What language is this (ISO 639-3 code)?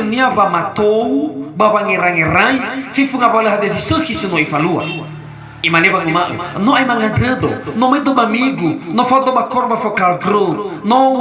nia